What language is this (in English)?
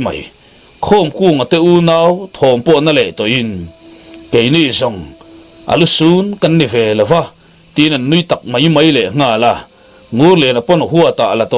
Mizo